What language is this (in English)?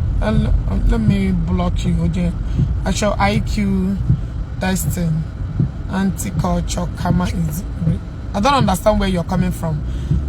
Igbo